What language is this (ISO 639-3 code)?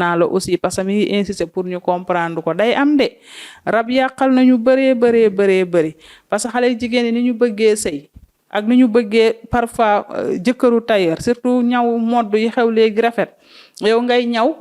wol